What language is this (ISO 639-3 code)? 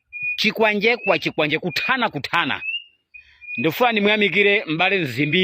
nya